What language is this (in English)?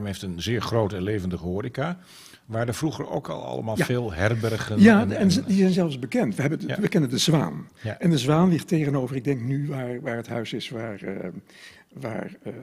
Dutch